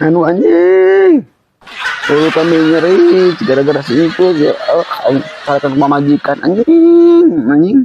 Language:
Sundanese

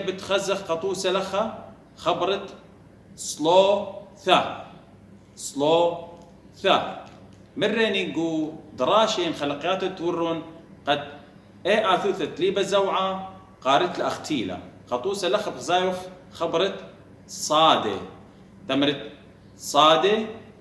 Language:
Assyrian Neo-Aramaic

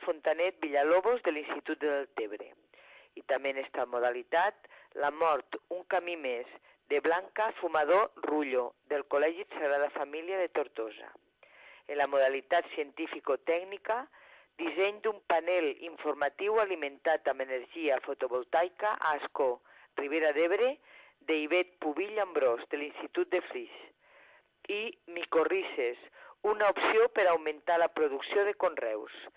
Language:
Catalan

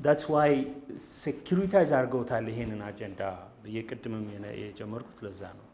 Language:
Amharic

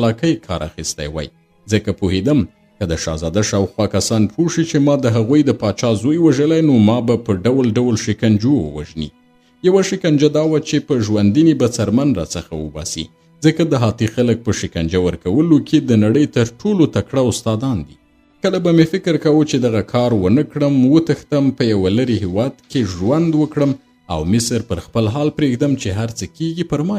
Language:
Pashto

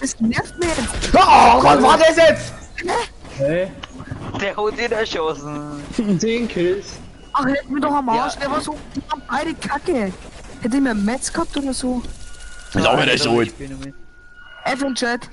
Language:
Bavarian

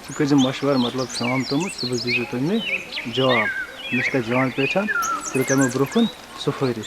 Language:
Kashmiri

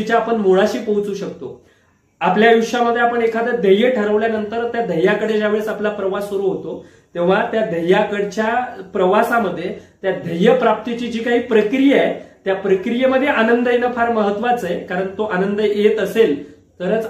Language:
Marathi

